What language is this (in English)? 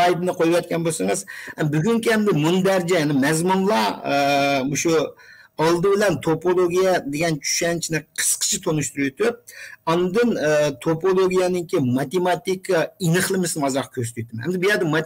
Uyghur